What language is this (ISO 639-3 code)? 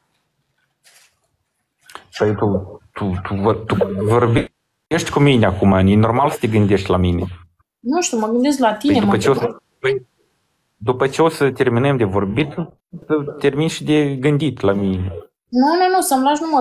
ron